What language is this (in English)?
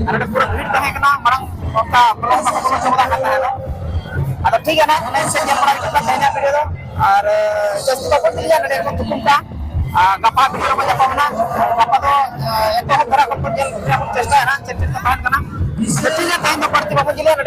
Santali